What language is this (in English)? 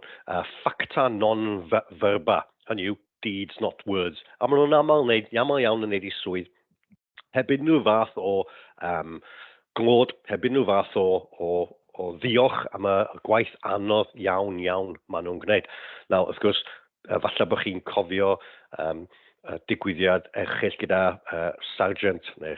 Welsh